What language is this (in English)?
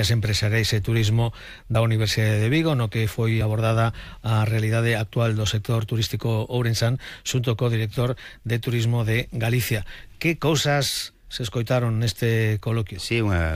Galician